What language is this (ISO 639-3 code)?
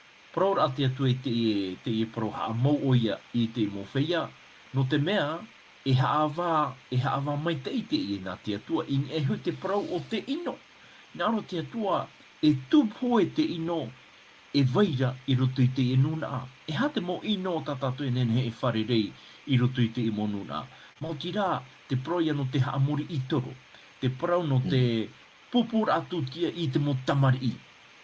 tah